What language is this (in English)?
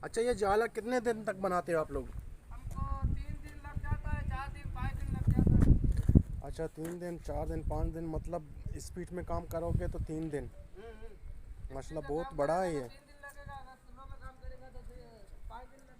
Baluchi